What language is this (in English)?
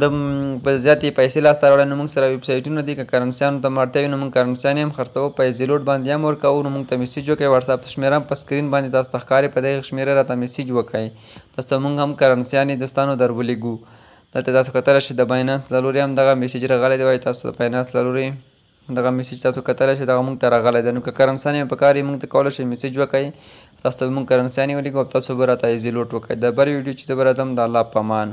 Pashto